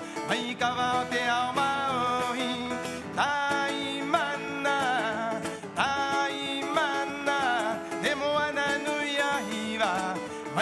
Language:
Rapanui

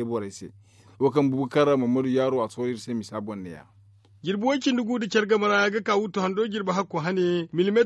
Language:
Zarma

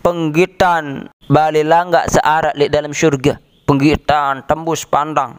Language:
Sasak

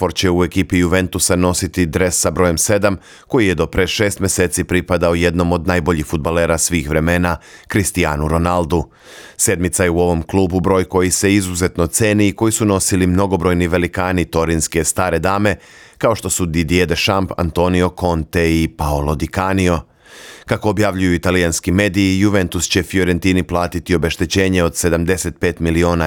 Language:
Serbian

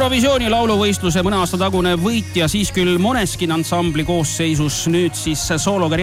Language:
Estonian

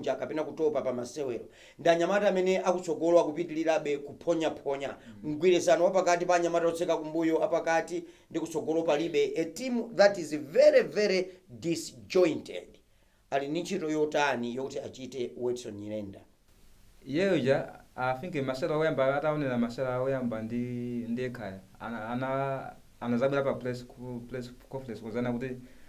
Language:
Nyanja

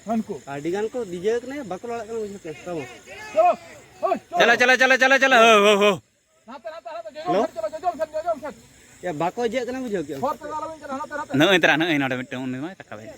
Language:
Santali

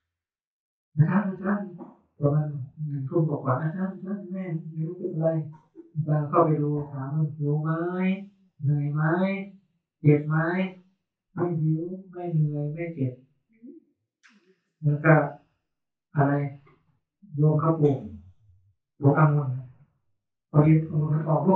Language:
Thai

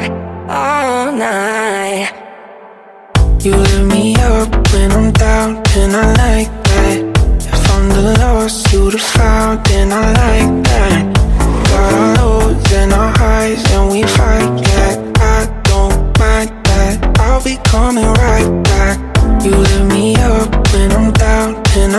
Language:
English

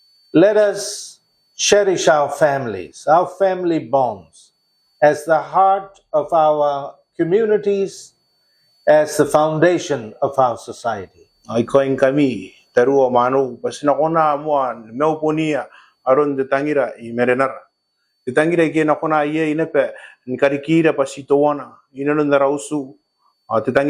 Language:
Gilbertese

